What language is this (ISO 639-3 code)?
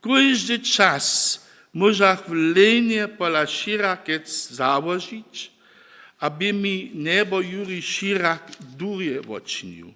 hsb